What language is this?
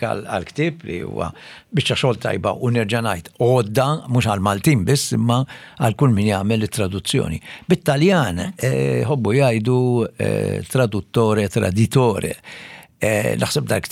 Maltese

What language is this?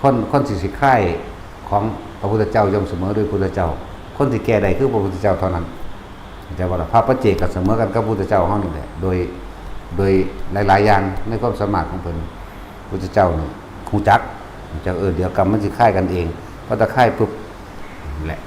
Northeastern Thai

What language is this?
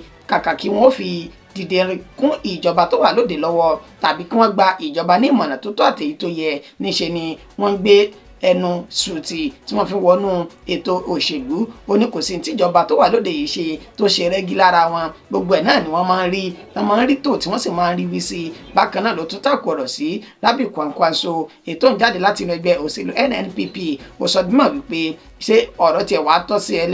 Yoruba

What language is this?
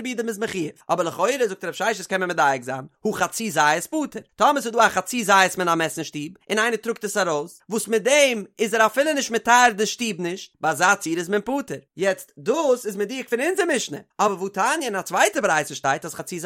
Yiddish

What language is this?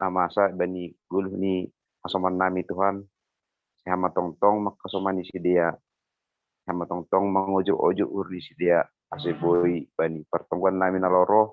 Batak Simalungun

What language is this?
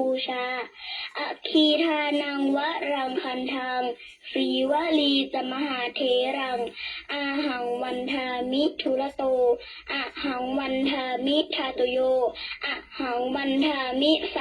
Pali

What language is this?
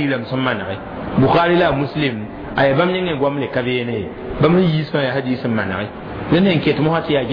Mossi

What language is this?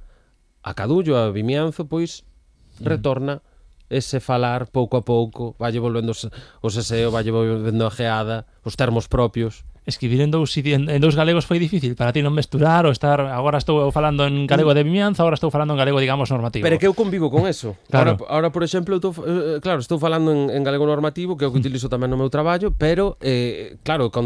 Galician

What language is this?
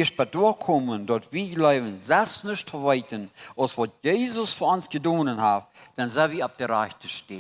Plautdietsch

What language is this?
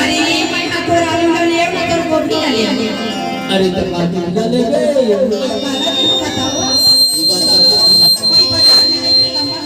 Chhattisgarhi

